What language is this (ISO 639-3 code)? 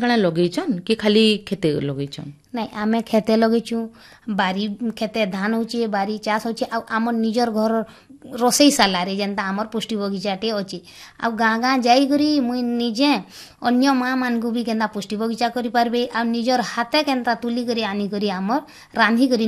ori